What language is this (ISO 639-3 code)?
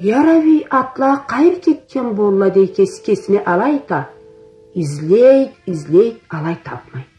krc